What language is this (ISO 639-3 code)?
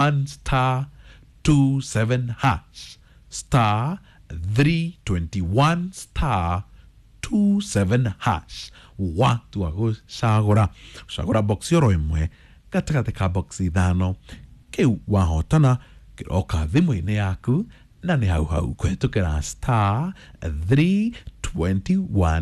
kik